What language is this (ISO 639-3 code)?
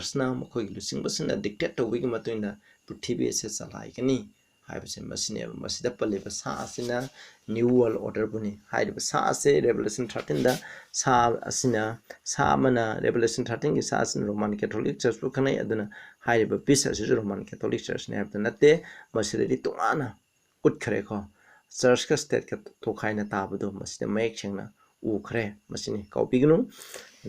mni